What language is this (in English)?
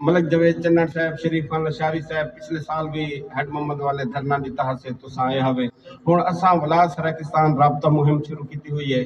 Saraiki